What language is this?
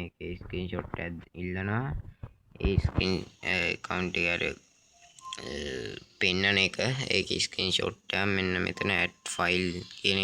Sinhala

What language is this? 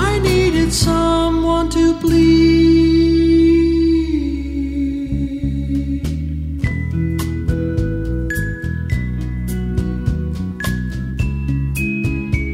Basque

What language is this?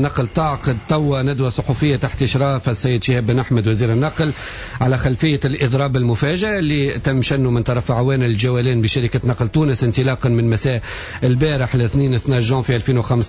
Tunisian Arabic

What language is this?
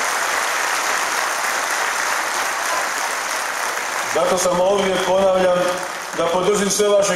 Croatian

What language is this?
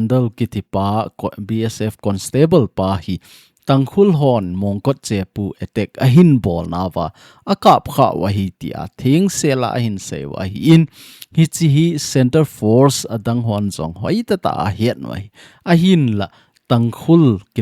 Thado Chin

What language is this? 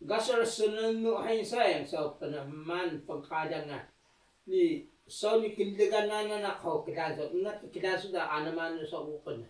Taroko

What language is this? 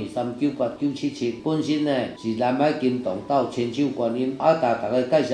Min Nan Chinese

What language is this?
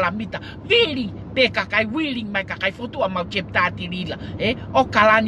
Tongan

